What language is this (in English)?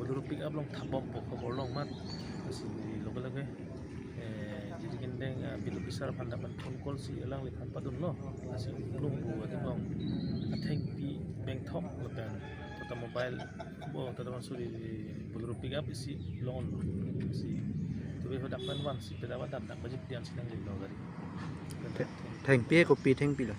Karbi